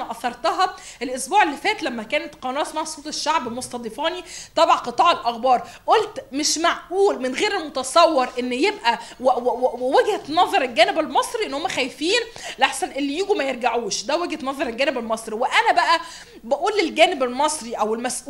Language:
Egyptian Arabic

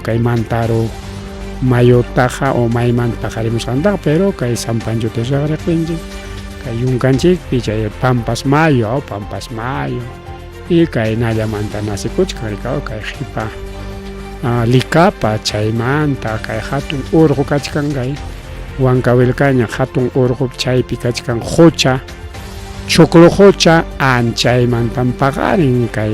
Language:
Ayacucho Quechua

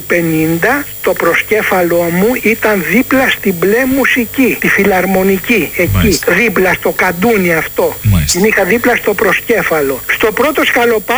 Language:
Greek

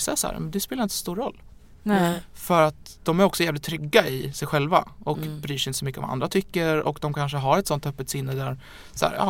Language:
Swedish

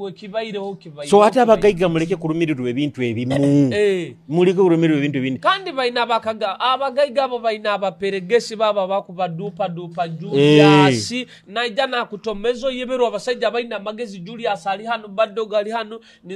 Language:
Nyoro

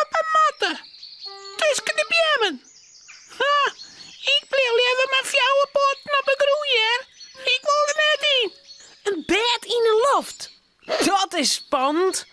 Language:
Western Frisian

